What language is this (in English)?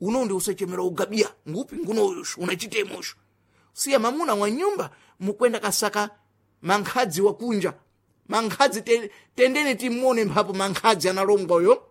Sena